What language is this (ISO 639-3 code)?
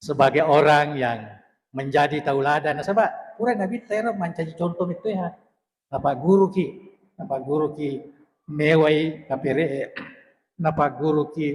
bug